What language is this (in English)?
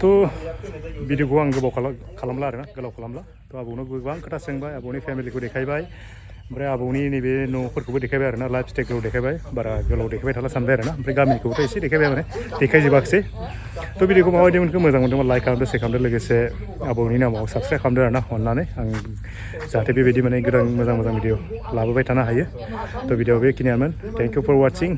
Bodo